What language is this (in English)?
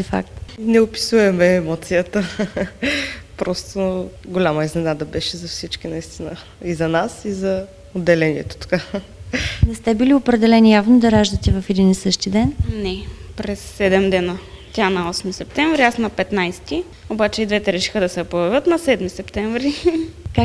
Bulgarian